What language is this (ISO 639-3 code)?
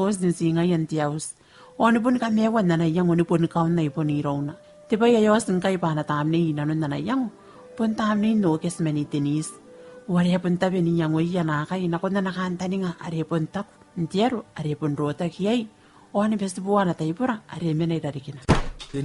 gil